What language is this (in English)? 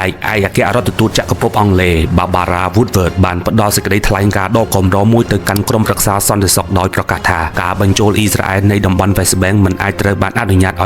Khmer